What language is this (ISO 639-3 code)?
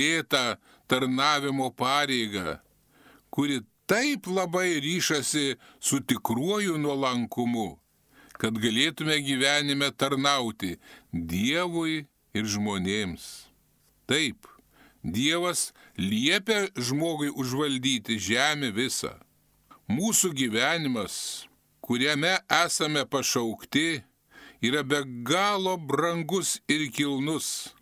lit